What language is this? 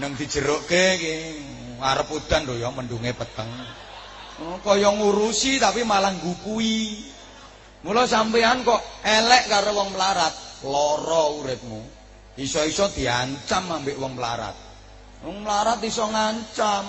Javanese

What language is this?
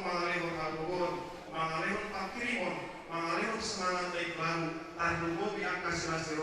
Batak Toba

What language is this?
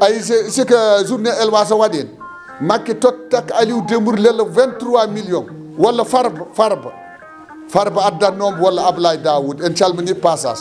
Fula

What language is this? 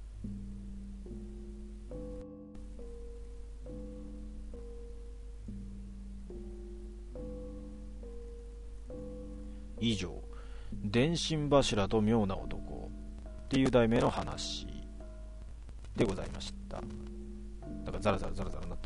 Japanese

